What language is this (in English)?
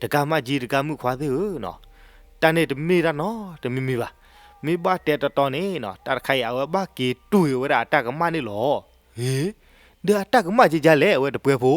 S'gaw Karen